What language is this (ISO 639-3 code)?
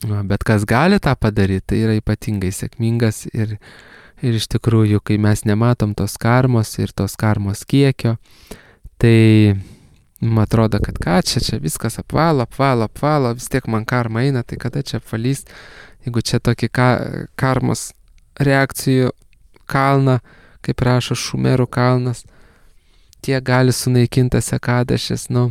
lit